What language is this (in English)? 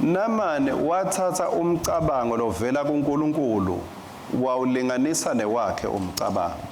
Swati